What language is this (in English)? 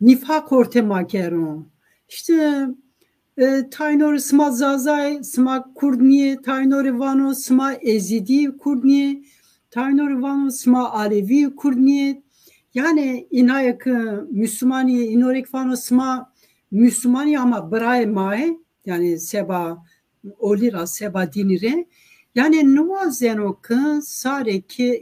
Zaza